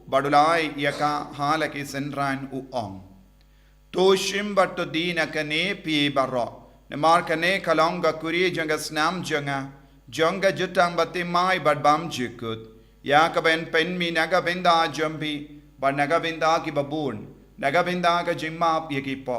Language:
Khasi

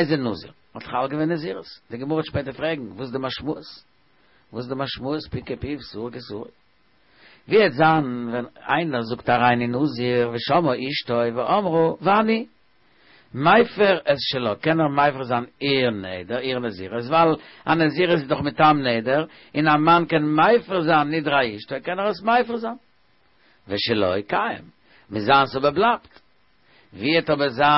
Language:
Yiddish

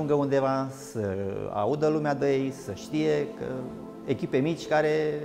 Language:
Romanian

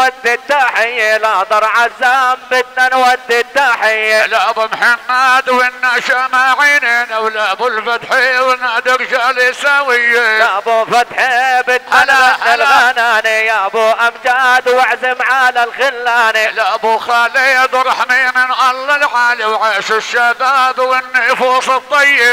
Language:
South Levantine Arabic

